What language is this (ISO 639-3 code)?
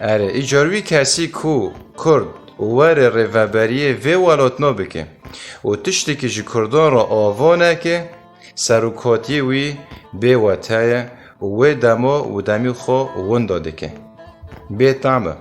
kur